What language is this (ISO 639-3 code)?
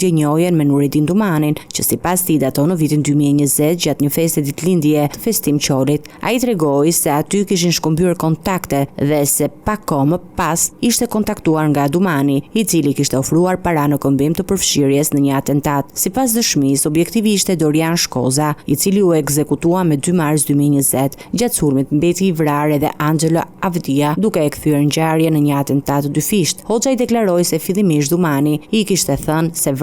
sqi